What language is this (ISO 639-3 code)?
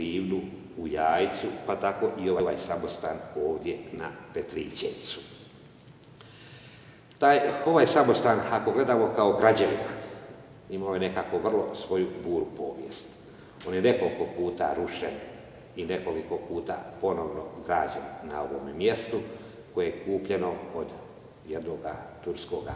hrv